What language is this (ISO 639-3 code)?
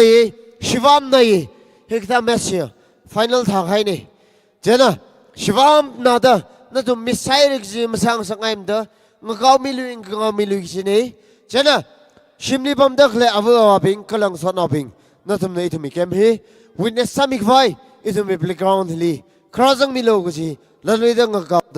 nmf